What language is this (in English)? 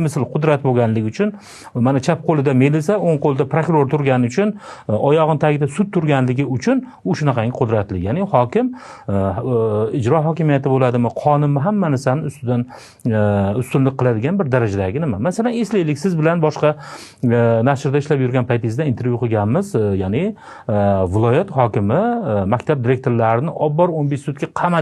Uzbek